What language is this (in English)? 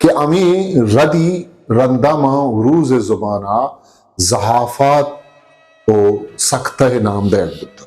Eastern Balochi